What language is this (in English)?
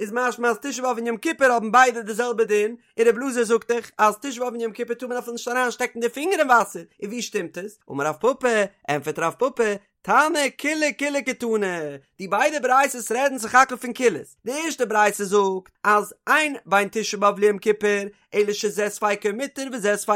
Yiddish